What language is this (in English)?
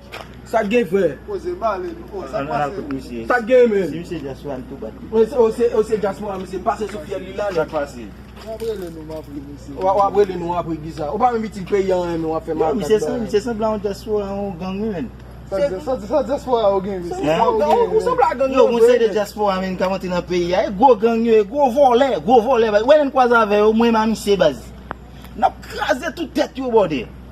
Haitian Creole